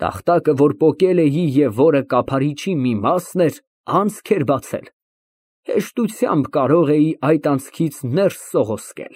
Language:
Armenian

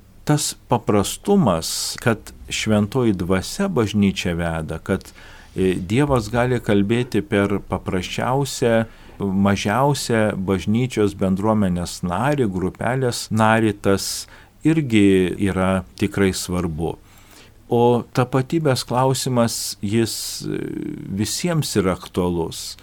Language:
Lithuanian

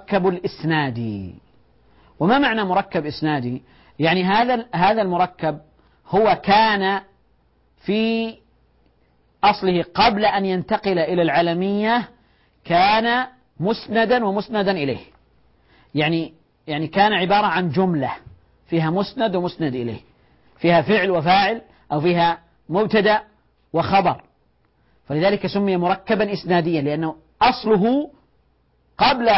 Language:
Arabic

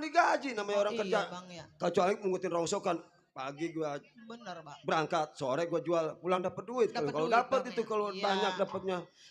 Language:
Betawi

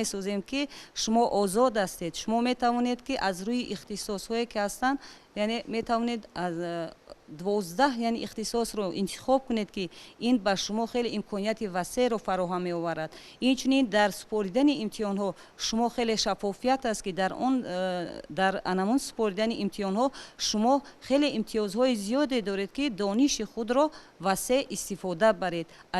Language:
Tajik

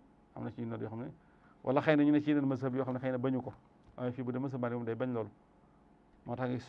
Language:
Wolof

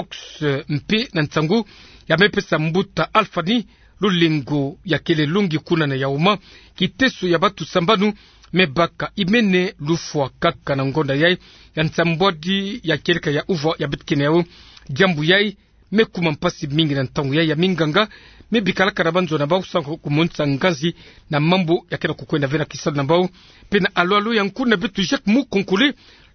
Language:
Kituba (Democratic Republic of Congo)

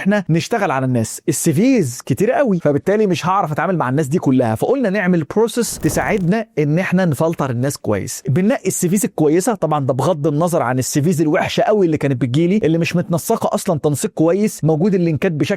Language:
Egyptian Arabic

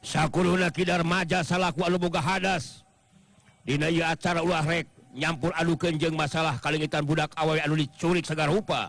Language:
Sundanese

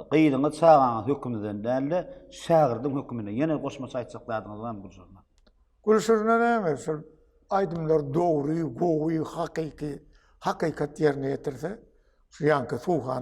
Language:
Turkmen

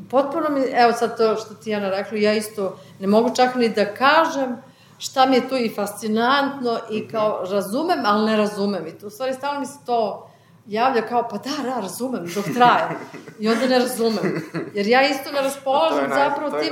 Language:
Serbian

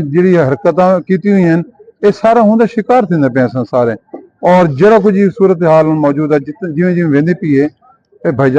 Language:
Saraiki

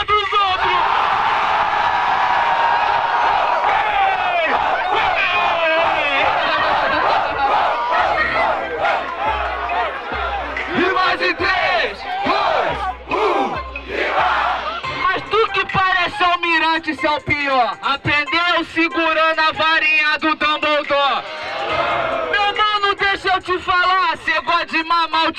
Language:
Portuguese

